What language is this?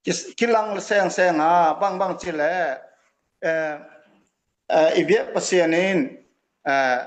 Tedim Chin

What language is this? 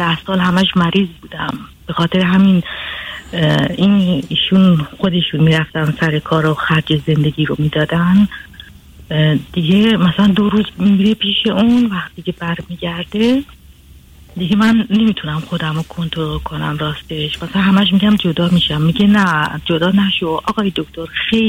Persian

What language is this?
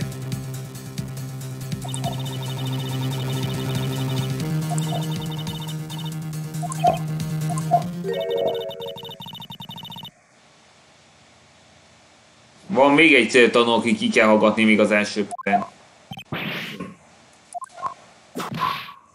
Hungarian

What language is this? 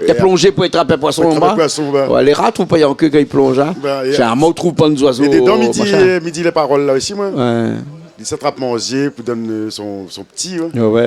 Réunion Creole French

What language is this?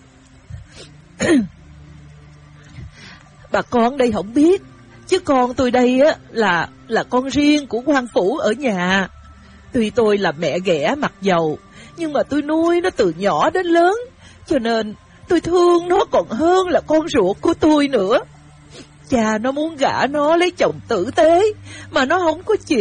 Vietnamese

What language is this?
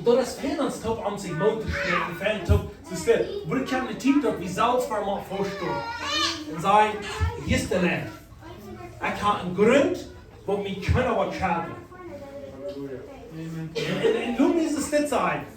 Plautdietsch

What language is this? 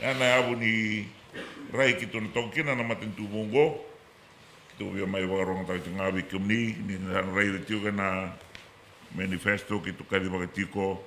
Fijian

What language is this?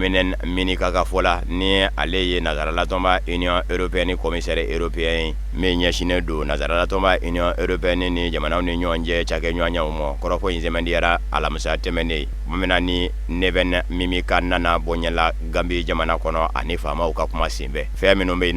Bambara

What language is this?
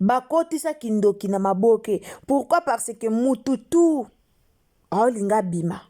Lingala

